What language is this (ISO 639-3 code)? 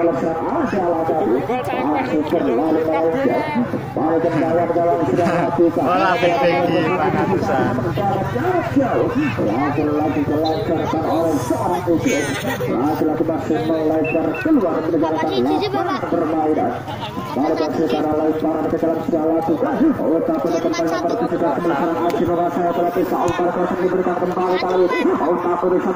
ind